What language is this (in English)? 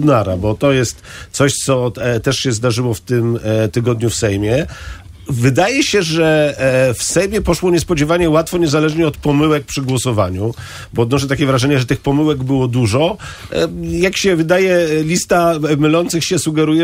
Polish